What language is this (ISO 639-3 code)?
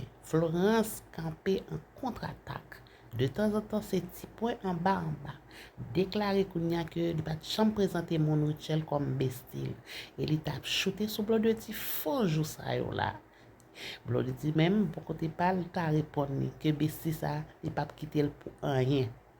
hat